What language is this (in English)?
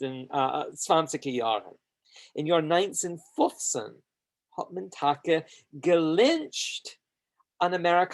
Yiddish